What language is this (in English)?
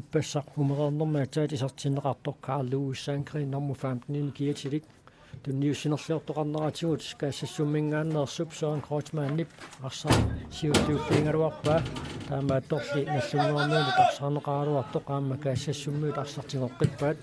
Kalaallisut